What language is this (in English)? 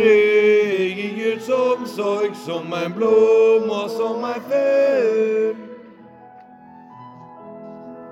Norwegian